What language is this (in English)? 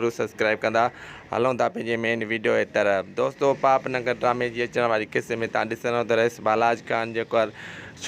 Sindhi